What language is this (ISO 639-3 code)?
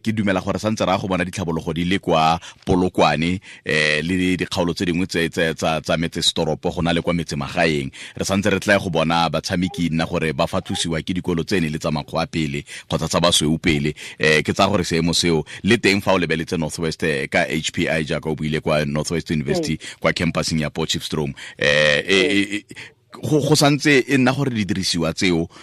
tsn